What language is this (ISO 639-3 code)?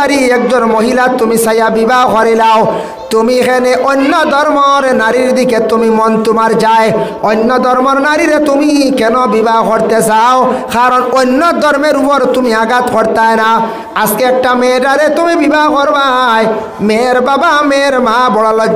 syl